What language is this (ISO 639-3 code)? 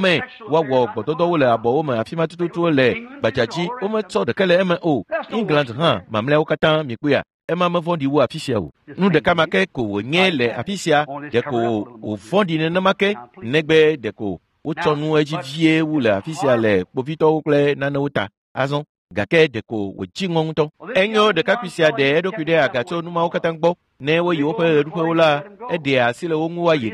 ewe